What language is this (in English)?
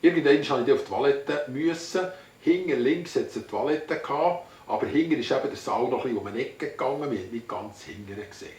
Swiss German